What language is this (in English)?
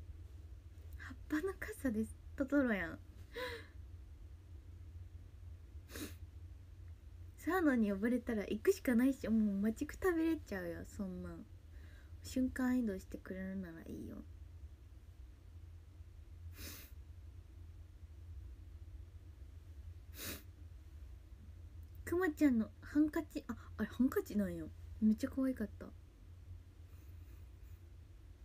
Japanese